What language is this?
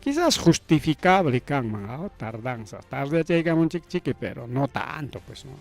Ayacucho Quechua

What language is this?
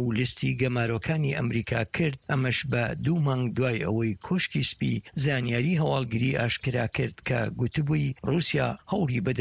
Central Kurdish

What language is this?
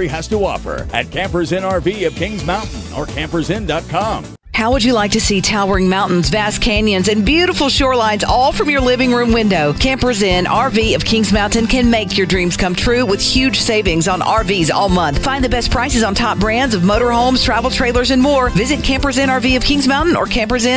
English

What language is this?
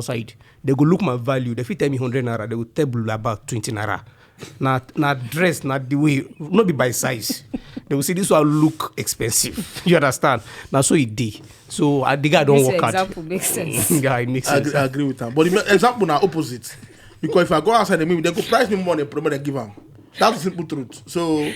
Nigerian Pidgin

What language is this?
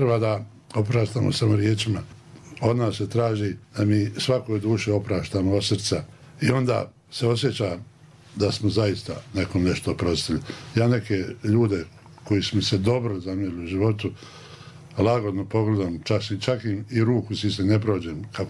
Bosnian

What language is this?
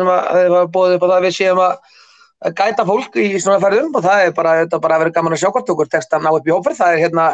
Icelandic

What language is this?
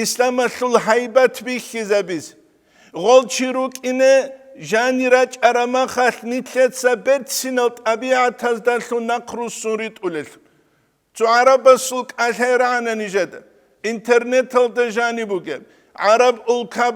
Avaric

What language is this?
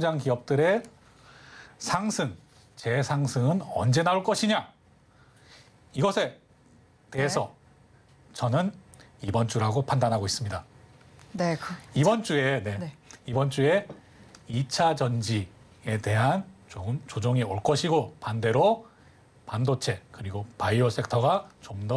Korean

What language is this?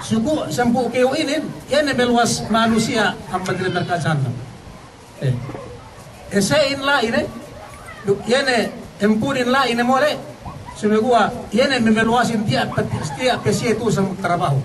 Yakan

